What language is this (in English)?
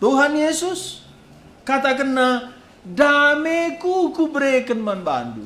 Batak Karo